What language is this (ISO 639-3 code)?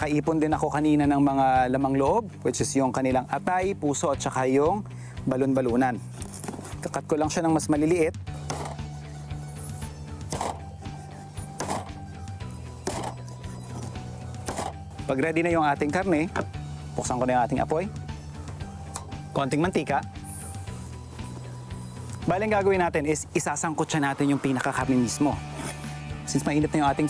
fil